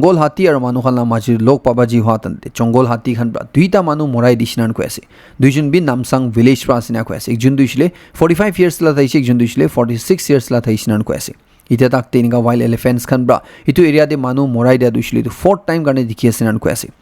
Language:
Naga Pidgin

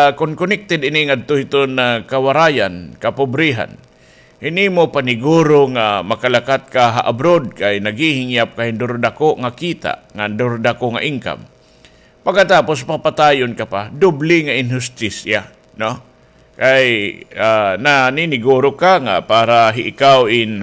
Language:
Waray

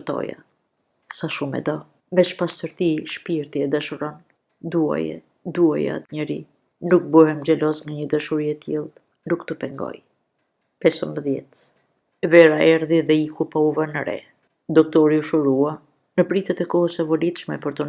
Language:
Albanian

